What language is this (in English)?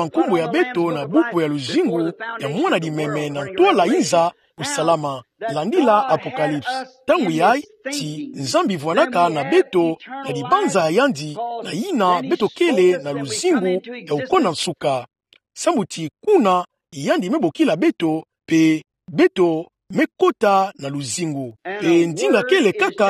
Kituba (Democratic Republic of Congo)